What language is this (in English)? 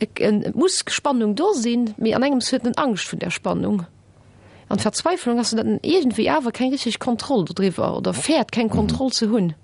Luxembourgish